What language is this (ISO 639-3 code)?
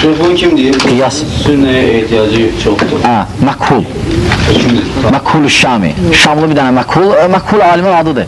aze